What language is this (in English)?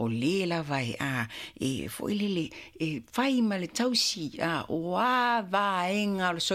Samoan